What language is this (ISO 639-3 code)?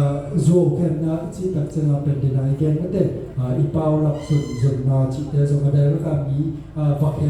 ctd